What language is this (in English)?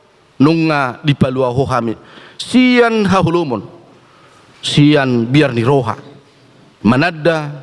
Batak Toba